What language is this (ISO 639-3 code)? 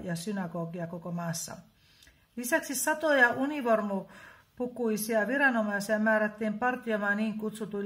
fin